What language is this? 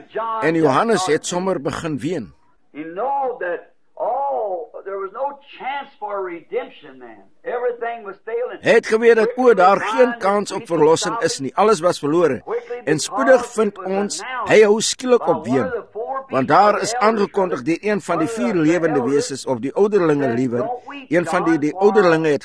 Afrikaans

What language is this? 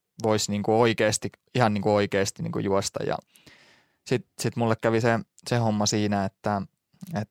Finnish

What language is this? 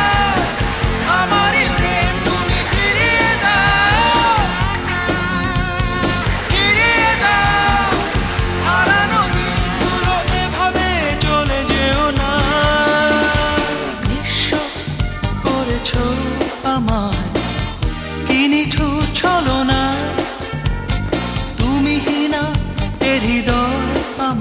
Bangla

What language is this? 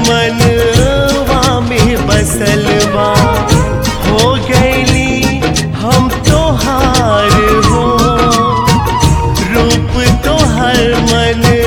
Bhojpuri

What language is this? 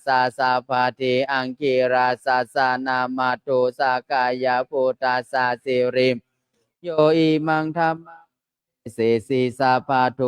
Pali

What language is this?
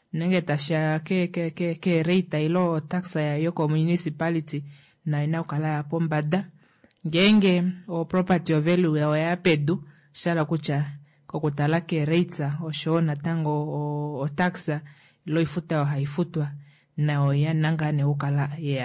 Kuanyama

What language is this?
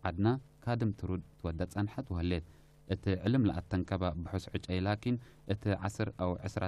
Tigre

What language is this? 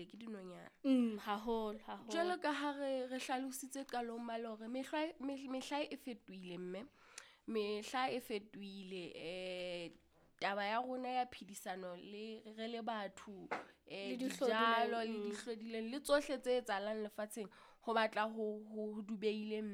Southern Sotho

